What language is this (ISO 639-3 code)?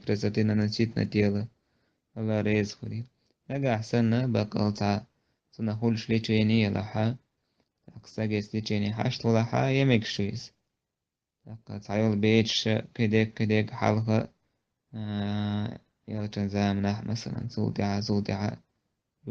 che